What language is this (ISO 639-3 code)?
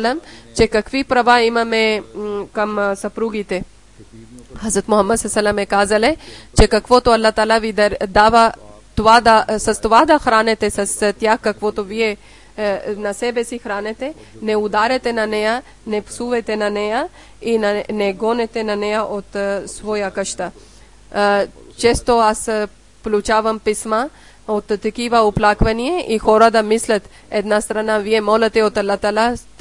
bul